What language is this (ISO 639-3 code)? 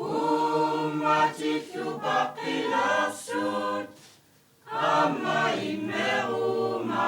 kal